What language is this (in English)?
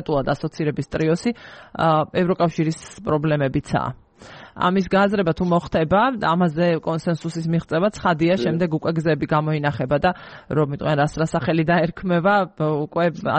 Georgian